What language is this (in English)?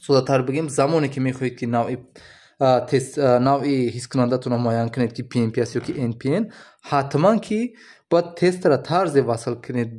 Tajik